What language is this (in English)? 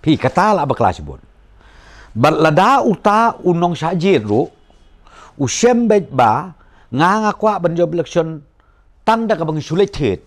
Khasi